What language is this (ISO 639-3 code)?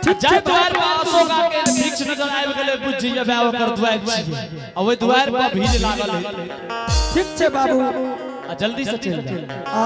anp